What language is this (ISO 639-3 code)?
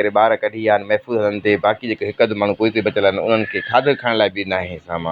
snd